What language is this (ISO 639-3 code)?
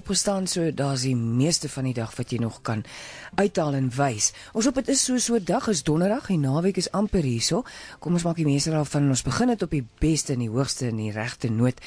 afr